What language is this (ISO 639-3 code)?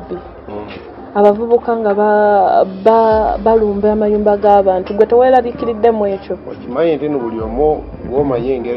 lug